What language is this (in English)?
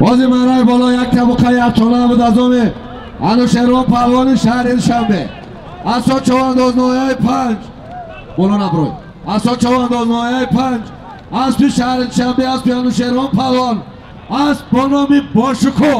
Tajik